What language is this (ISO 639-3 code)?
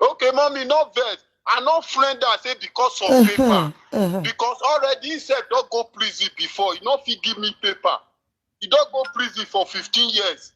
pcm